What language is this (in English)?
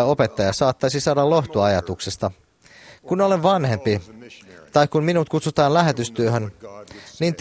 Finnish